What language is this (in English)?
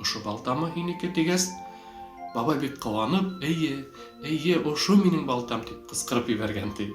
Bashkir